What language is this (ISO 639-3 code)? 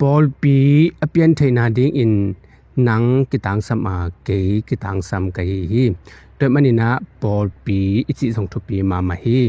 ctd